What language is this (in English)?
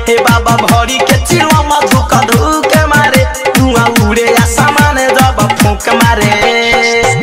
Bhojpuri